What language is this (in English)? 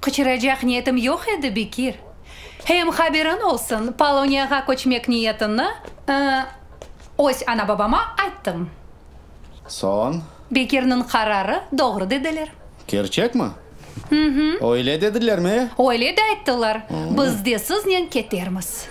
Crimean Tatar